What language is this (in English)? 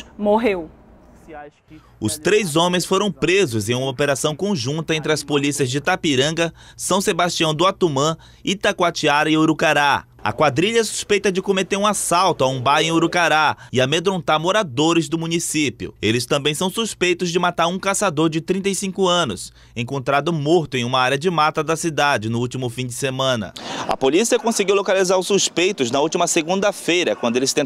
Portuguese